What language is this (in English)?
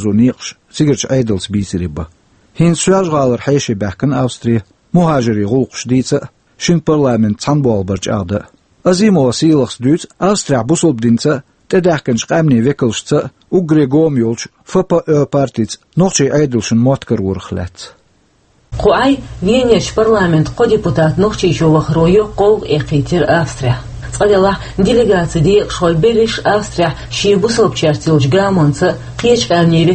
Chechen